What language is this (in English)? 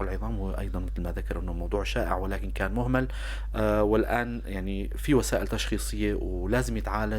North Levantine Arabic